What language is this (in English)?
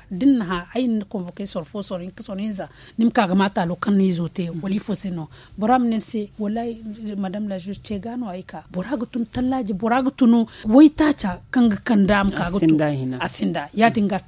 Zarma